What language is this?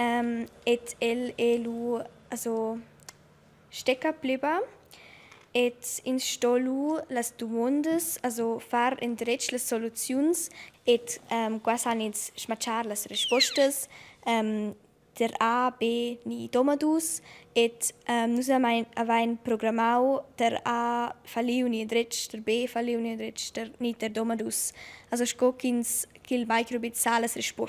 Romansh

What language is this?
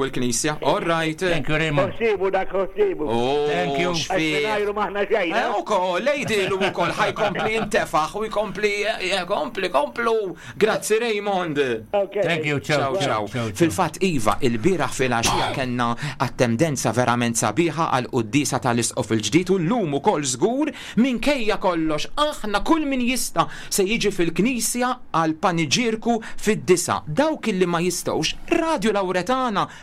Maltese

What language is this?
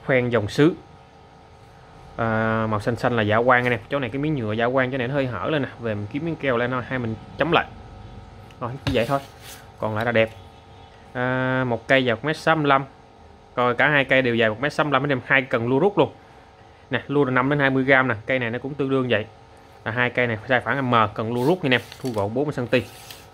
Vietnamese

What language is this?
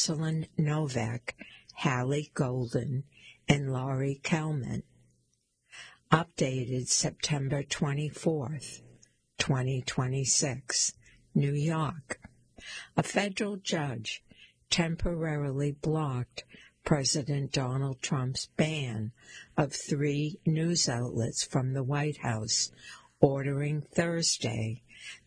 English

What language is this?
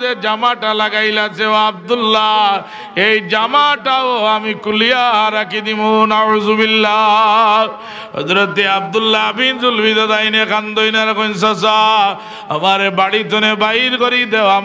Sylheti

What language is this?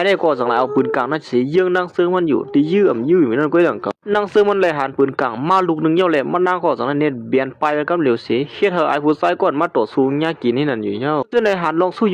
Shan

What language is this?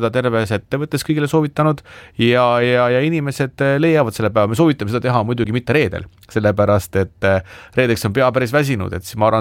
Estonian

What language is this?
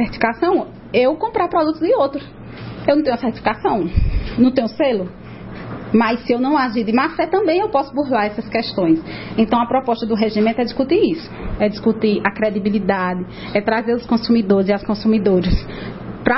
Portuguese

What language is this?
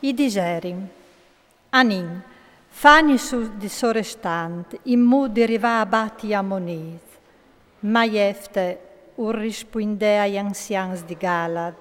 Friulian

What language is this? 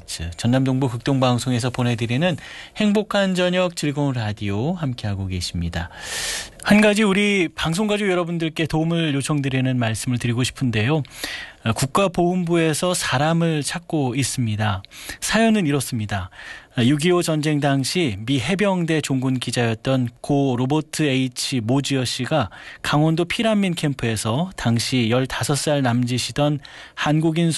Korean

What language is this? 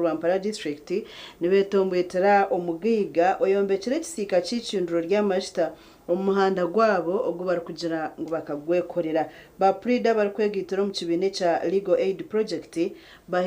Nyankole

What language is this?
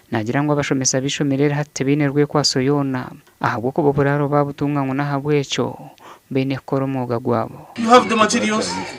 Nyankole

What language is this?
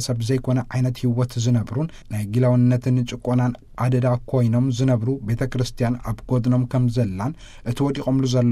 Tigrinya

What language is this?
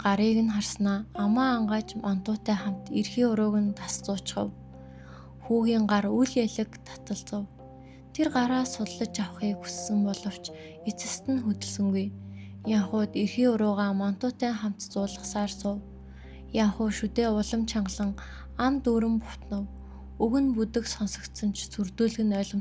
Mongolian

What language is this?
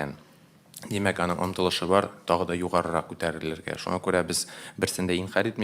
Tatar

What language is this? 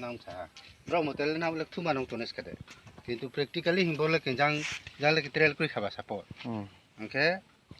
Riang (India)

